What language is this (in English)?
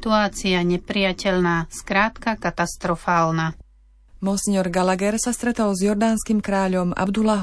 Slovak